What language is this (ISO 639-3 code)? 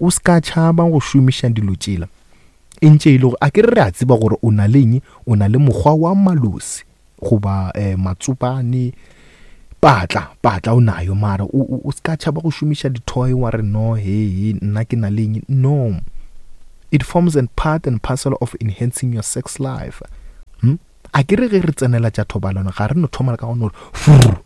nso